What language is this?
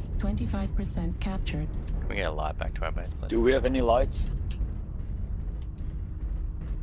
English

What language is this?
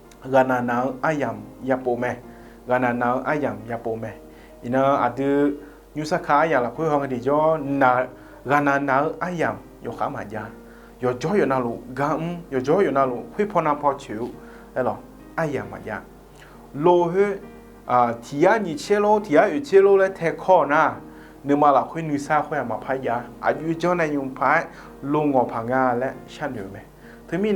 Akha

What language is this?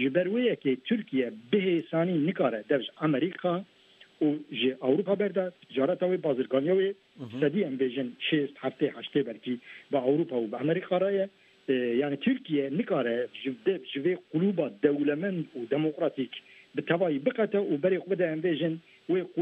Kurdish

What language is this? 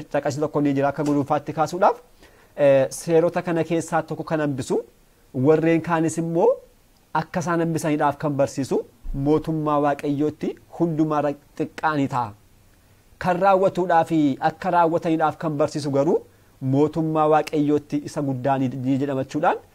Oromo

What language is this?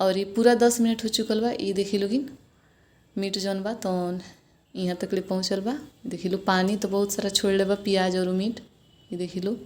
Bhojpuri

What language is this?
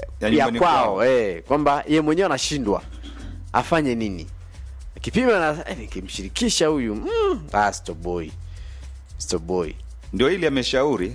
Swahili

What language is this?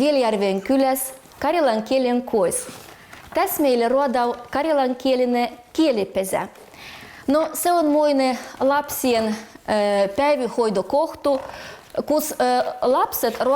Livvi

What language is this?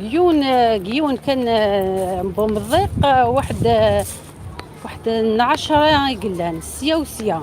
Algerian Arabic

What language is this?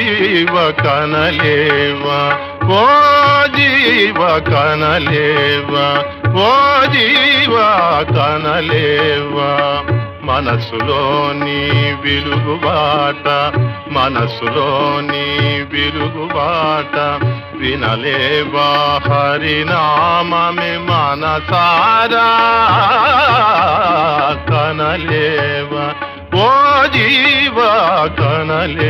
Telugu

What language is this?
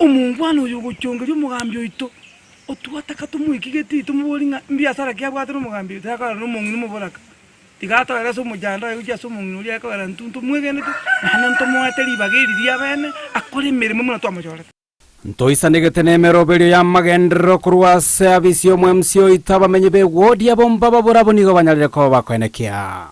Gusii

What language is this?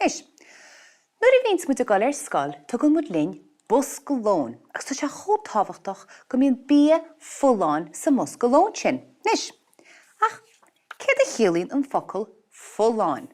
Irish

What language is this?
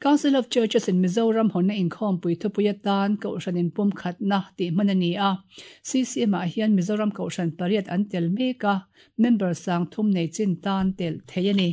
Mizo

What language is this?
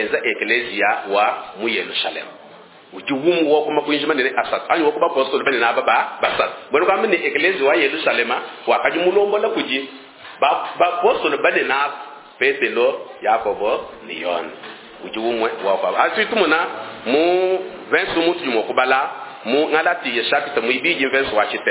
Luba-Lulua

